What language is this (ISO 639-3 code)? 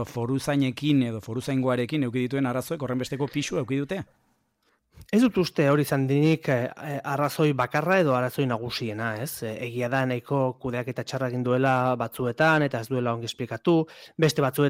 eus